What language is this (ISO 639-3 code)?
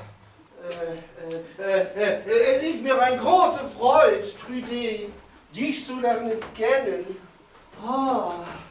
nds